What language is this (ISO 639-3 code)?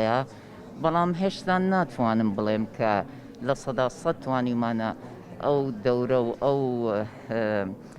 ckb